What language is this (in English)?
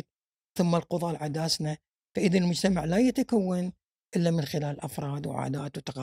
Gulf Arabic